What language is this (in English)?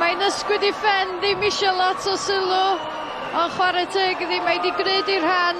Welsh